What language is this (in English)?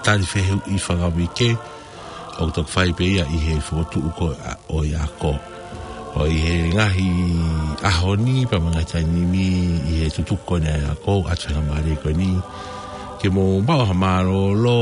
Tongan